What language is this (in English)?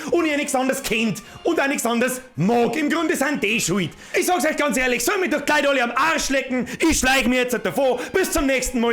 Bavarian